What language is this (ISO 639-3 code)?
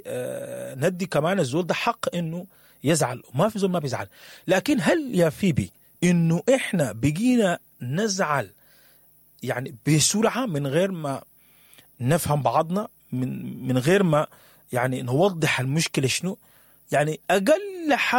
apd